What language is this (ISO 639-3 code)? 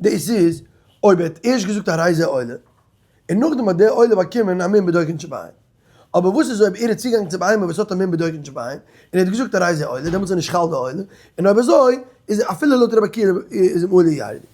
yid